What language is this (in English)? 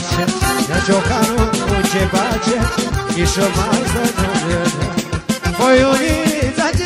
Romanian